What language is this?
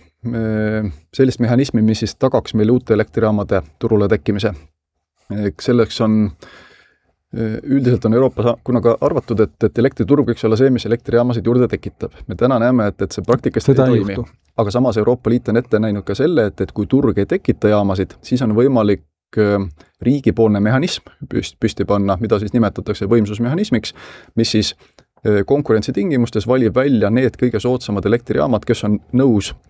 Estonian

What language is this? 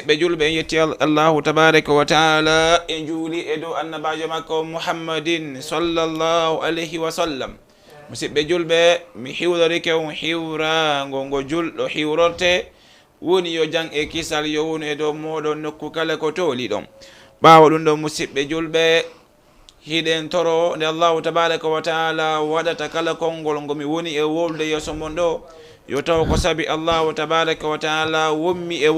Fula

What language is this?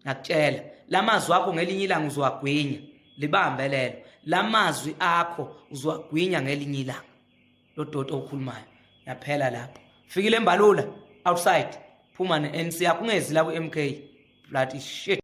Zulu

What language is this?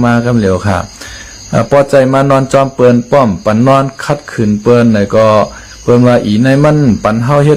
Shan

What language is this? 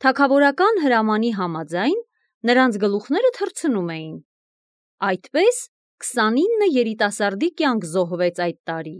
Armenian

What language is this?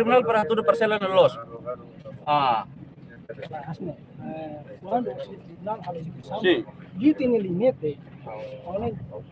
Tetum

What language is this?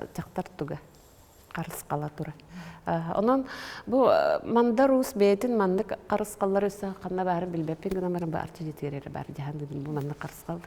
Yakut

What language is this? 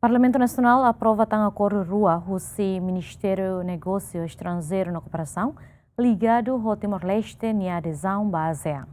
Tetum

